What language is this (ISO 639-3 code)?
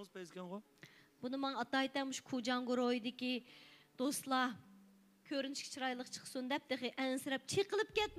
uig